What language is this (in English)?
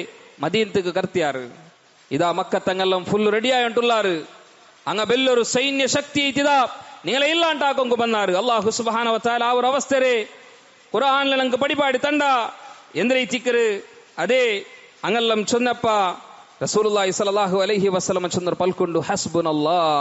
Malayalam